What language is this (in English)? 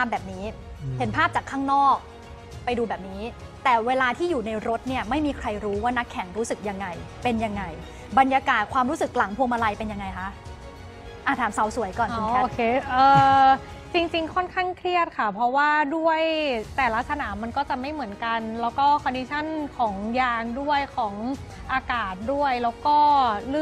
Thai